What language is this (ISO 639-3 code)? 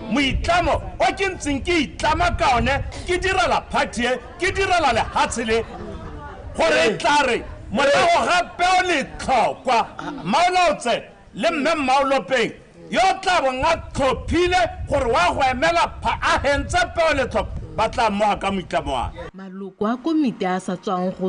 tsn